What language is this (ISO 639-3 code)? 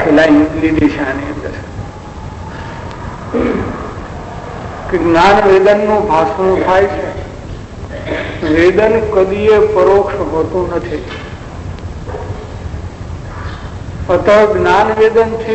guj